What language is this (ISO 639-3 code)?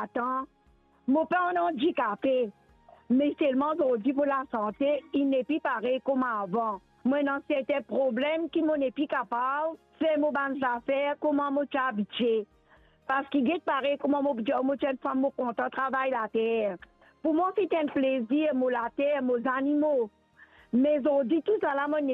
mfe